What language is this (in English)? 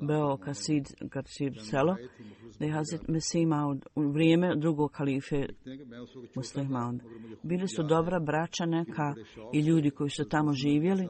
Bosnian